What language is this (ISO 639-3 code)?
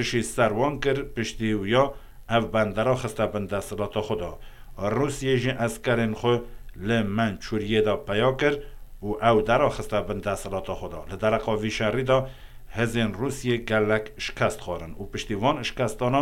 kur